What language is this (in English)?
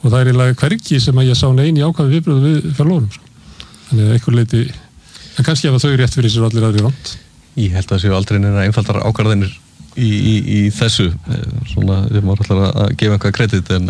Icelandic